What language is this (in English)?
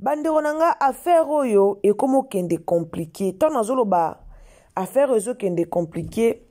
Lingala